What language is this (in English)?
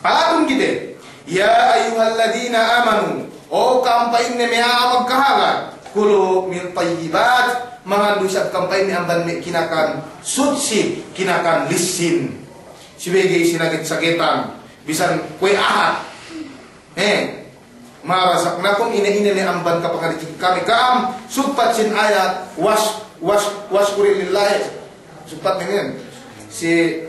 Yakan